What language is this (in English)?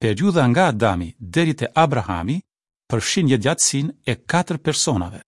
Albanian